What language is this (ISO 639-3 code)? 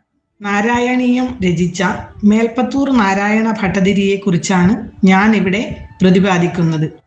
mal